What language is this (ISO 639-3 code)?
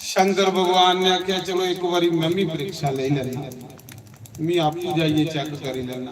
doi